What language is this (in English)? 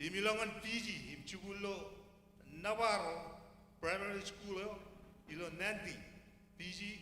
Marshallese